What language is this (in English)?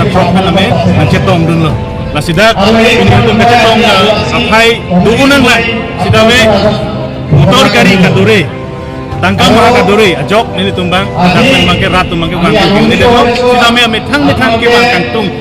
Karbi